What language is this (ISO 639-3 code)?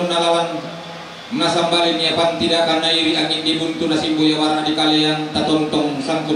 sda